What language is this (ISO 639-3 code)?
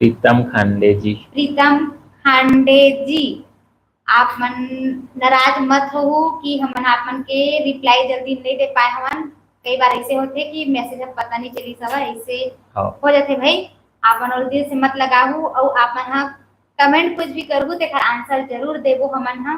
hne